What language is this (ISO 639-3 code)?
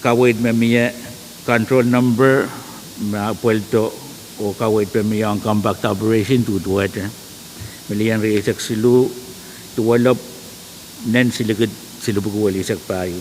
pon